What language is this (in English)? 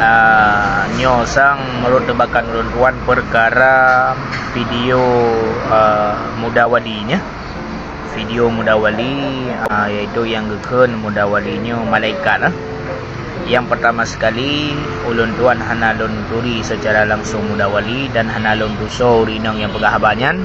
Achinese